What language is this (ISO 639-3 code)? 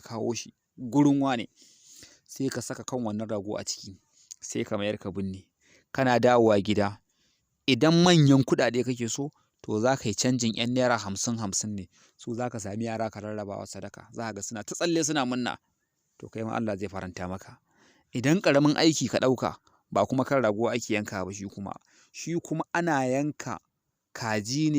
hau